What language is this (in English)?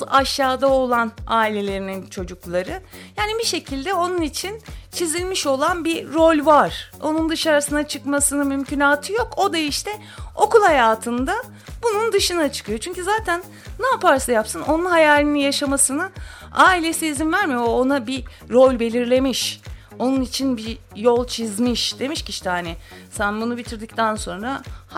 Turkish